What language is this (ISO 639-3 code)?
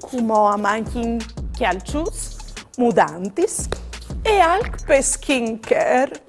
fur